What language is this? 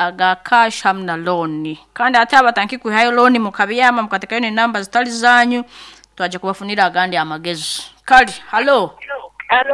Nyoro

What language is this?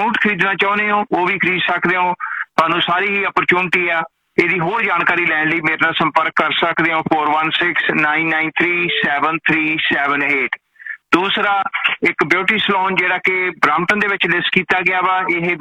Punjabi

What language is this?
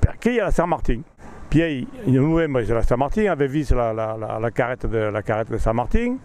Occitan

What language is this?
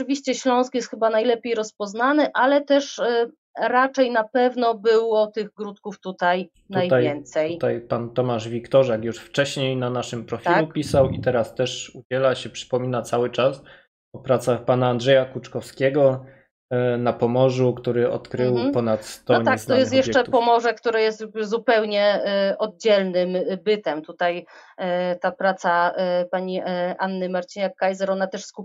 Polish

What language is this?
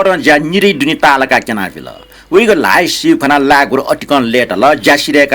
Newari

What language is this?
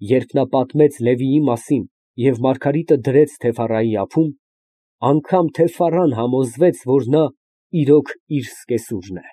Armenian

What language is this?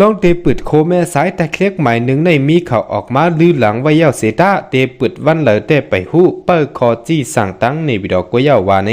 Shan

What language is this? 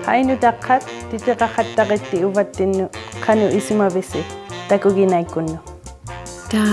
Inuktitut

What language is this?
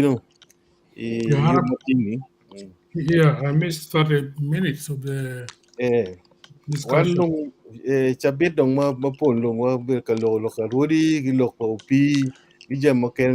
Acoli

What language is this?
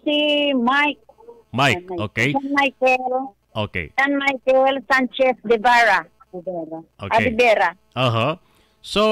Hiligaynon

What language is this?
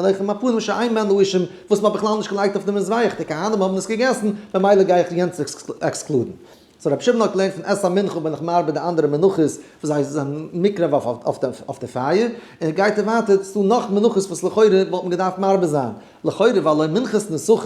Yiddish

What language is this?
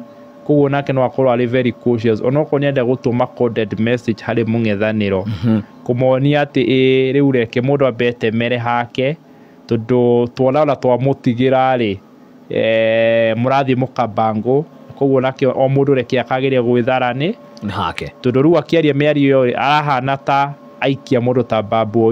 Kikuyu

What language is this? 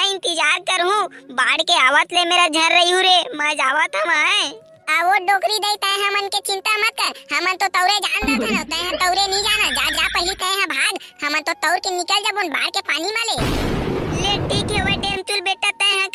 Chhattisgarhi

